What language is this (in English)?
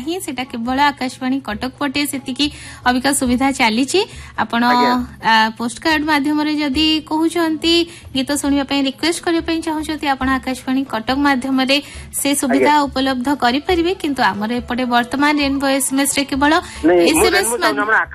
Odia